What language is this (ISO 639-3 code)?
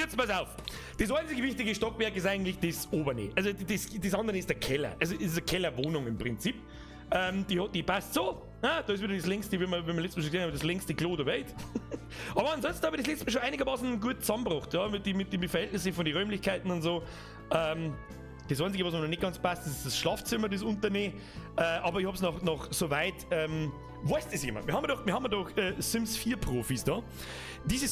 bar